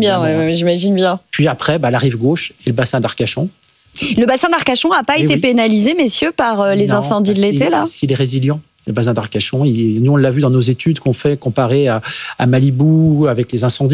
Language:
French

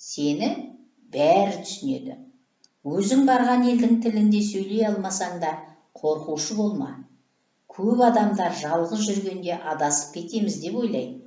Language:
Kazakh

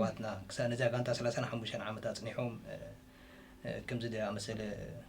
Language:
Tigrinya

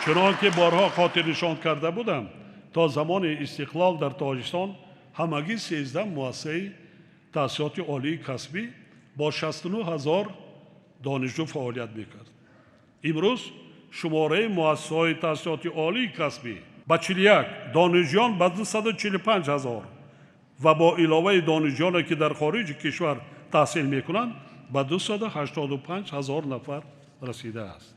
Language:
Tajik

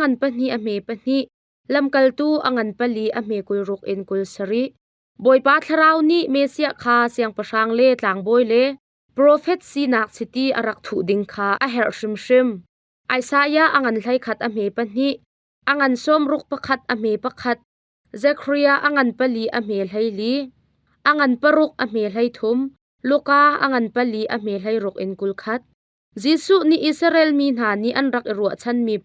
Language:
Hakha Chin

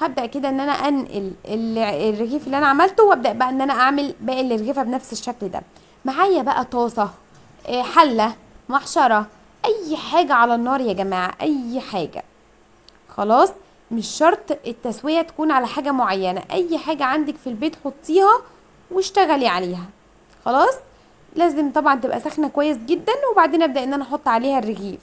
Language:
Egyptian Arabic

